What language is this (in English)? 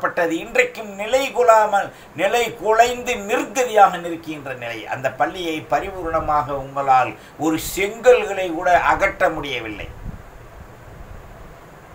Tamil